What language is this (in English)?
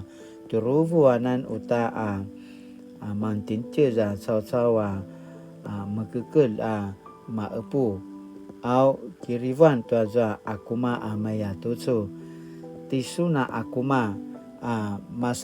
Paiwan